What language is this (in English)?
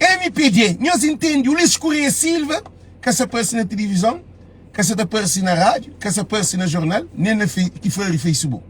Kabuverdianu